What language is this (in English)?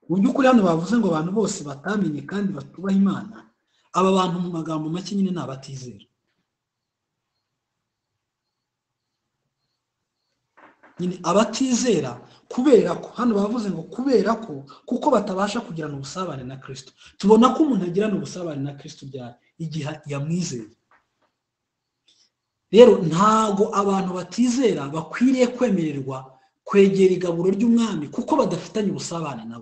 Kinyarwanda